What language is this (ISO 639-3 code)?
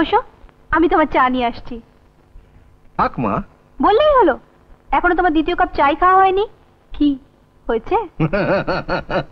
ben